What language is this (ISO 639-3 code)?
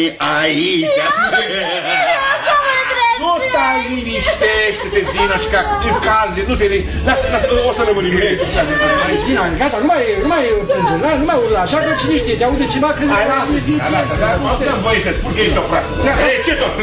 ron